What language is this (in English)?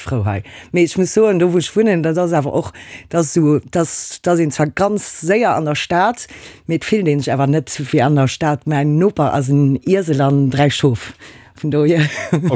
Luxembourgish